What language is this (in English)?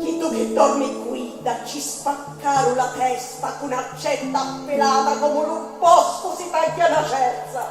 Sicilian